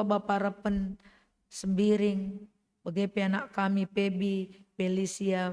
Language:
Batak Karo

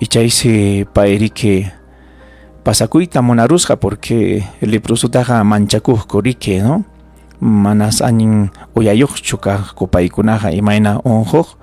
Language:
Ayacucho Quechua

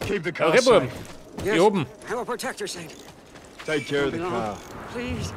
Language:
Bavarian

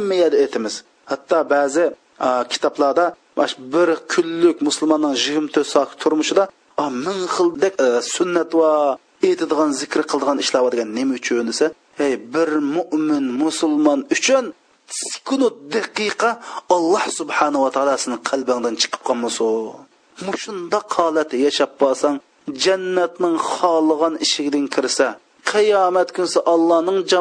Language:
Uyghur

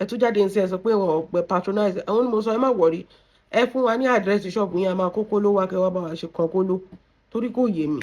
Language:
Yoruba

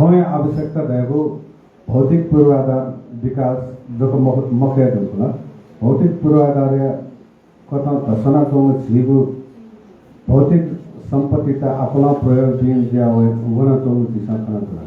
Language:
Newari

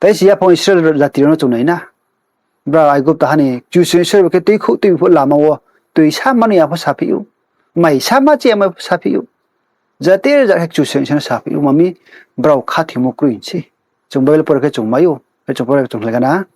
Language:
Riang (India)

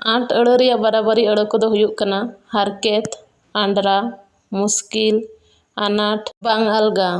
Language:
Santali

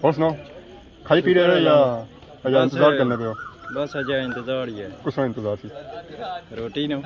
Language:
Pahari-Potwari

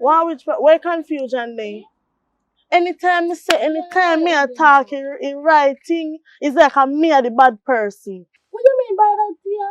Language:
Jamaican Creole English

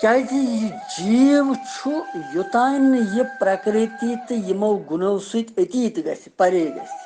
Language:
Kashmiri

